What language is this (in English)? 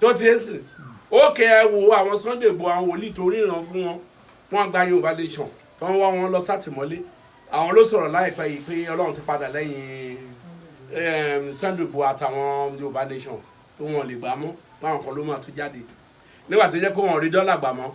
Yoruba